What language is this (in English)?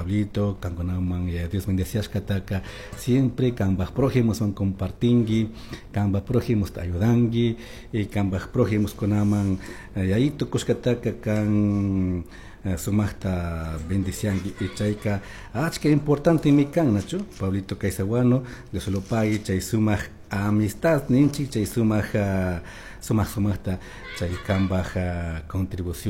Chimborazo Highland Quichua